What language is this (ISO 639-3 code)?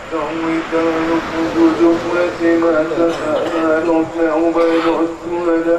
akb